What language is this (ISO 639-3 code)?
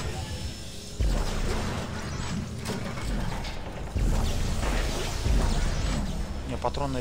rus